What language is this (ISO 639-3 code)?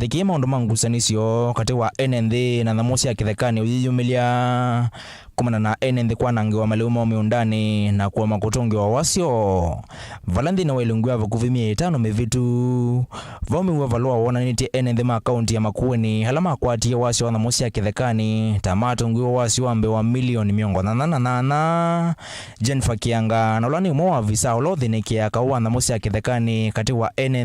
kam